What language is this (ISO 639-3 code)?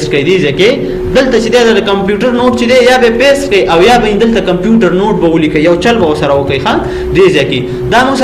pus